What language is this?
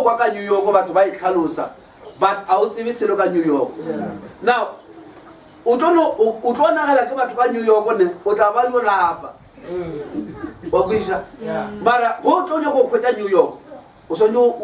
Northern Sotho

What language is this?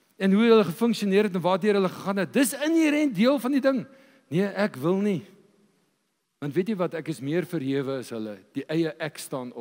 Afrikaans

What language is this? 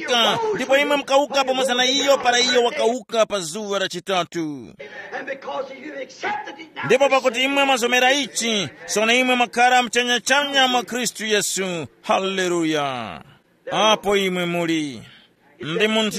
Tumbuka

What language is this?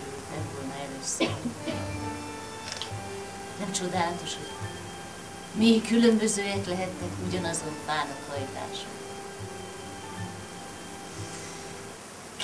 Hungarian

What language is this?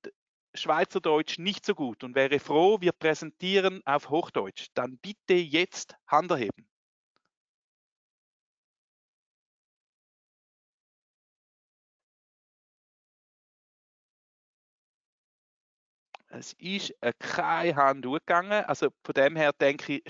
German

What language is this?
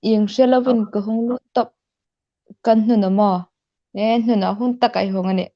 Hmar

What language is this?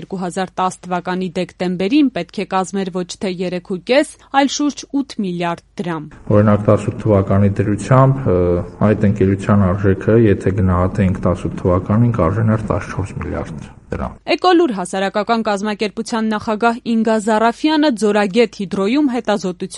Armenian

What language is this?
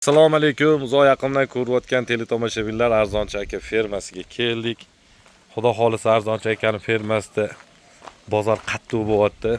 Uzbek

